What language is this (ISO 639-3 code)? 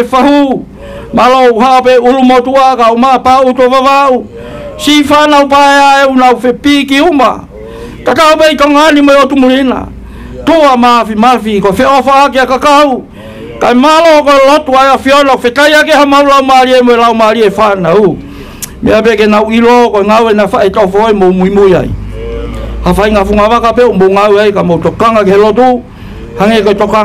ton